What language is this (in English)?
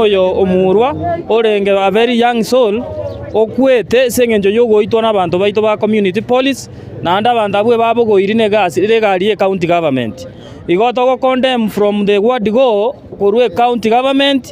Gusii